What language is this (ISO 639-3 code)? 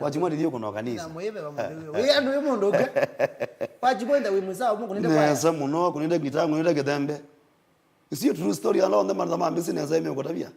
kam